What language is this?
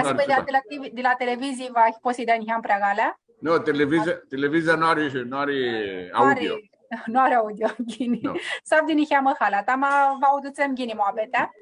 Aromanian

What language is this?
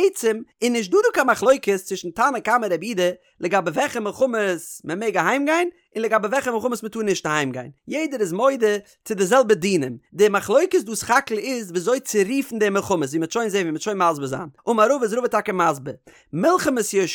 Yiddish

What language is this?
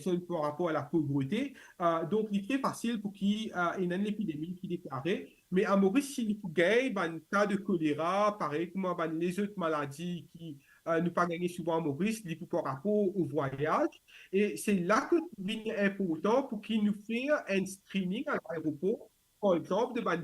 Morisyen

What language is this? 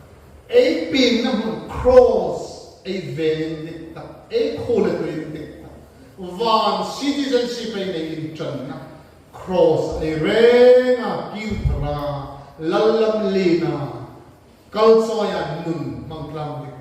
Hmar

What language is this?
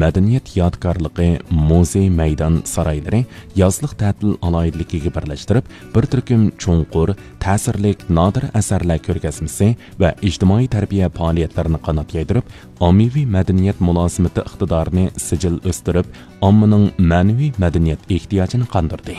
Uyghur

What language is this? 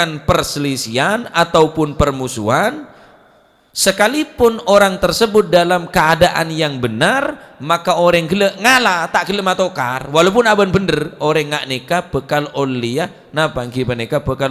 Madurese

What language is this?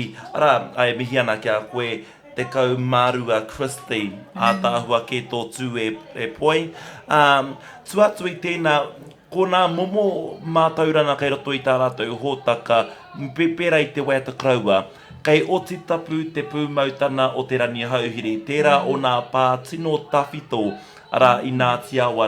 Māori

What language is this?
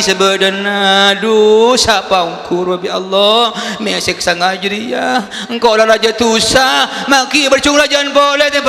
Madurese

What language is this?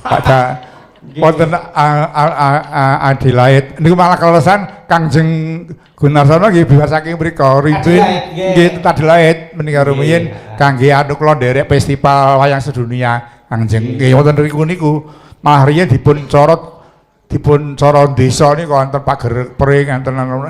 Javanese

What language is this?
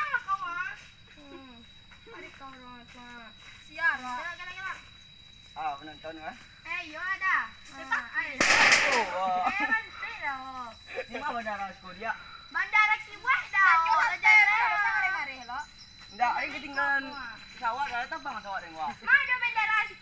Minangkabau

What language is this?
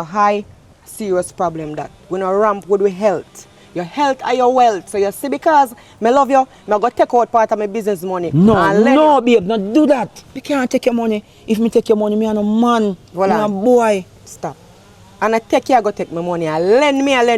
Jamaican Creole English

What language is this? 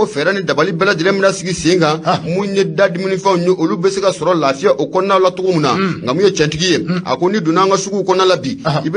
Bambara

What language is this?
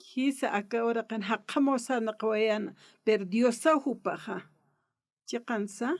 Aymara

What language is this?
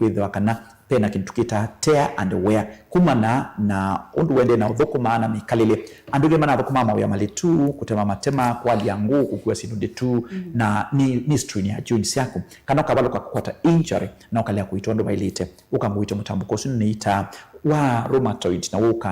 Kamba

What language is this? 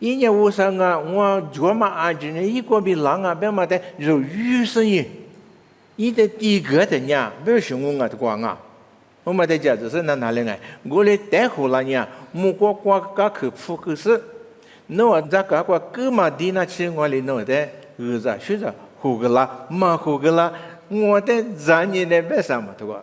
Lisu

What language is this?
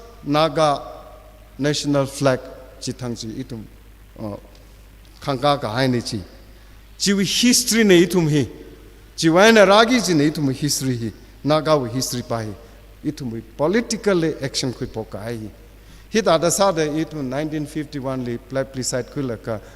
Tangkhul Naga (India)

